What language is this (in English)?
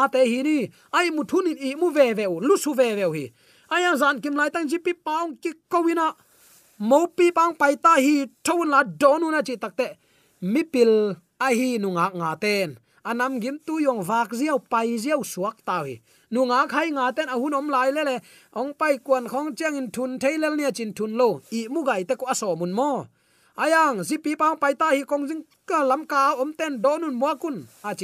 Tedim Chin